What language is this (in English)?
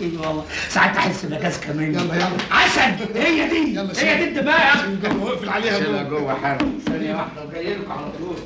Egyptian Arabic